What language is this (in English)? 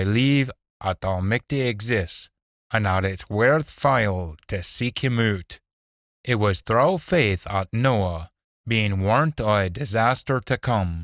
Scots